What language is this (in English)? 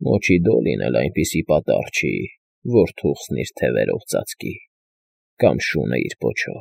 Armenian